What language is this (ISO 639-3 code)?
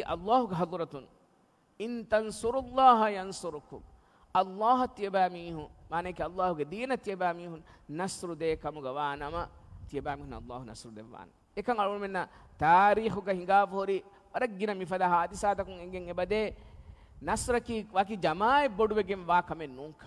div